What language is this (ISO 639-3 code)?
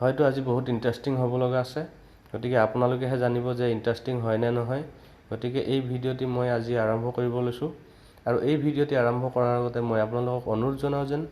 asm